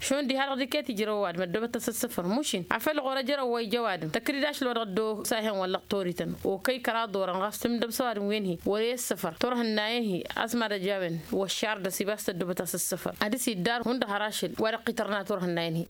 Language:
Tamasheq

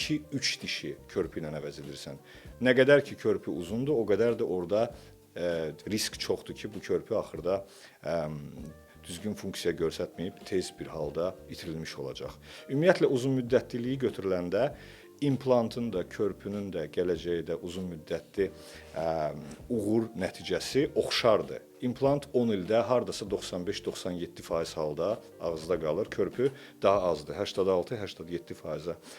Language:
Azerbaijani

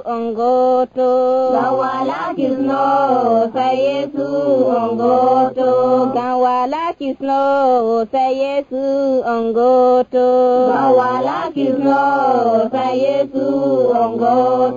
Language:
Nigerian Fulfulde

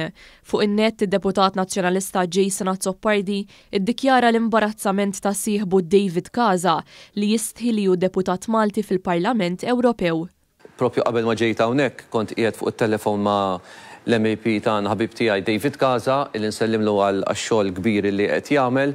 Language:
Maltese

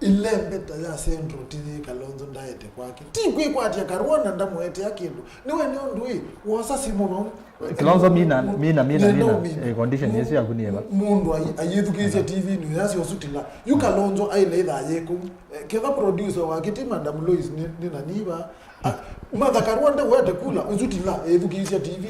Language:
Kamba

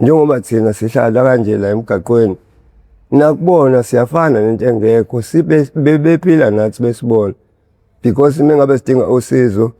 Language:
Zulu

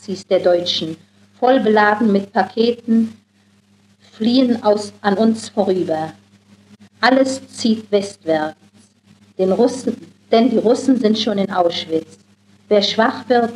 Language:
German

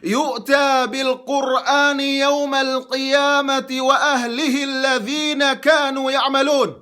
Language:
Yakan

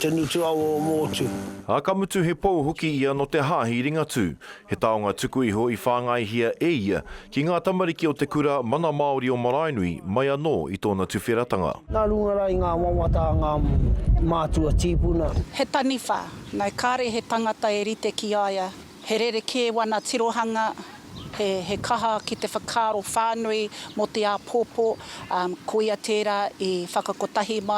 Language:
Māori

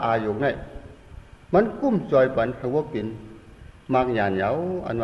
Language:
Shan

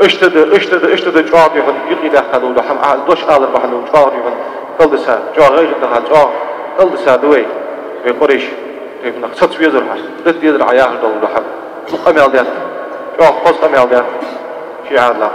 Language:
Ingush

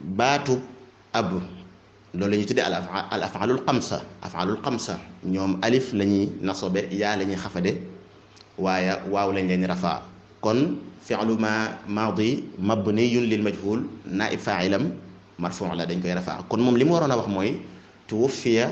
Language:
Wolof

